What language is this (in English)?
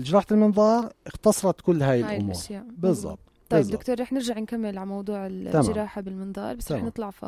North Levantine Arabic